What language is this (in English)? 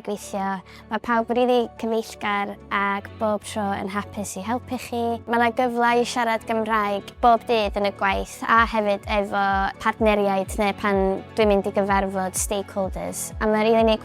Welsh